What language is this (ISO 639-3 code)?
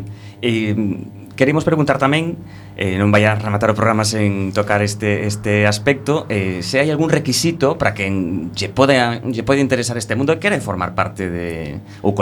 glg